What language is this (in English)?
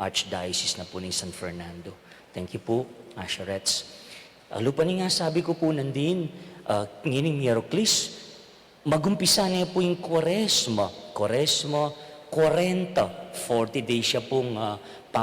Pampanga